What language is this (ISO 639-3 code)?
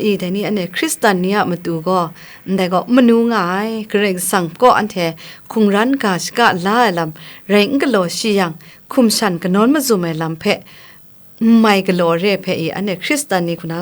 kac